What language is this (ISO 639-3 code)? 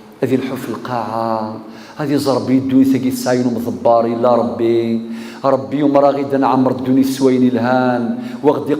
kab